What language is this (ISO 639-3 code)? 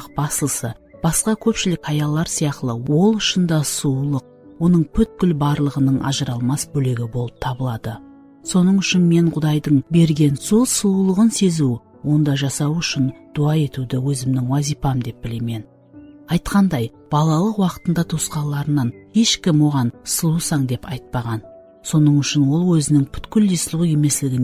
kaa